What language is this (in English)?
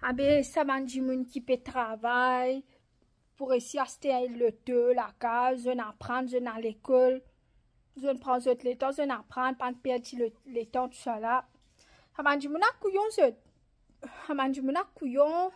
Morisyen